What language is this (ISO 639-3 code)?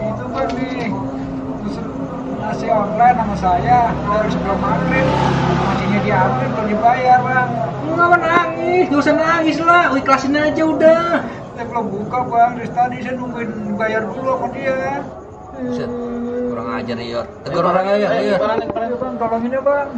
bew